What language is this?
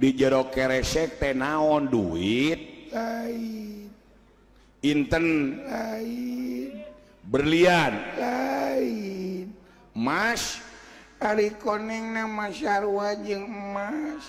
Sundanese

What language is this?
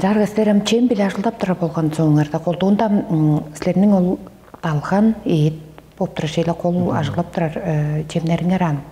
Tuvinian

